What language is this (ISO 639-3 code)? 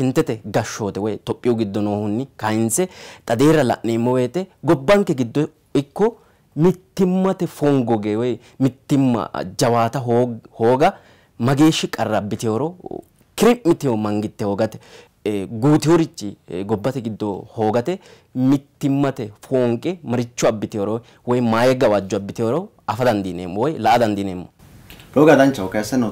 sid